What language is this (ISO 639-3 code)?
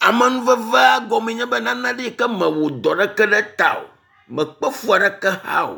ewe